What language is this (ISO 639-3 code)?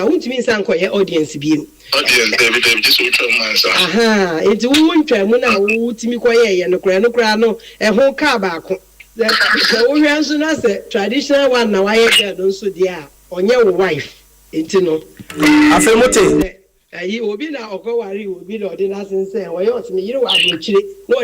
aka